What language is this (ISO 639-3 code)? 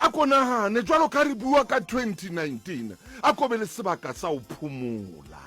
sot